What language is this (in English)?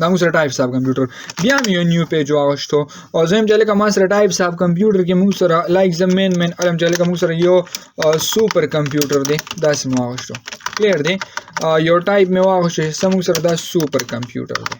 Pashto